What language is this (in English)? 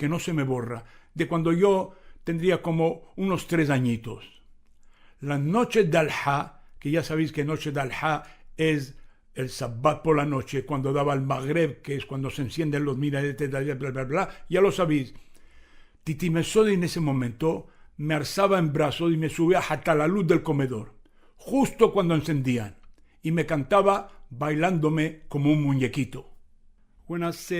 Ladino